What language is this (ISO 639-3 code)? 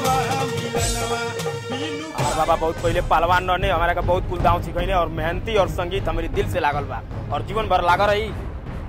bho